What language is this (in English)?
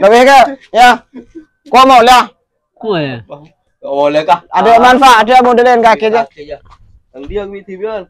Madurese